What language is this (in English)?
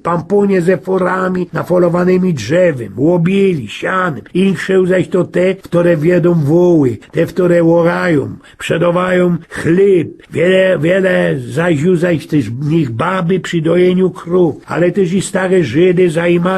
Silesian